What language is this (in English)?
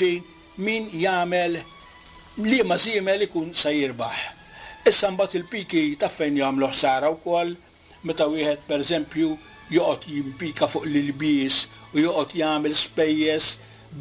Maltese